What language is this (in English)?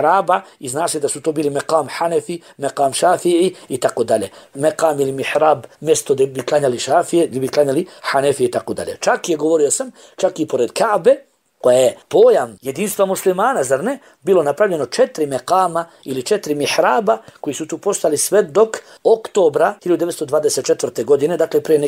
Bosnian